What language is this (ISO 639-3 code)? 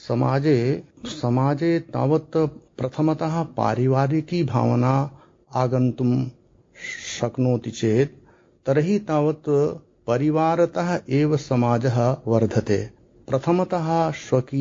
san